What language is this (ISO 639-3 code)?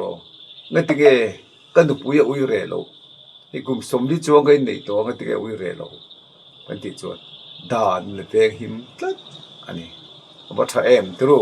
lus